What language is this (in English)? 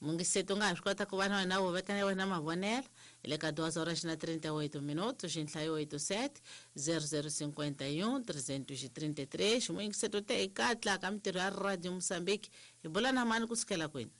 Tsonga